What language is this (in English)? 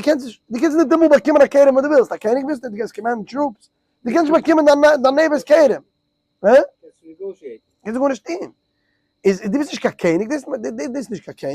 Yiddish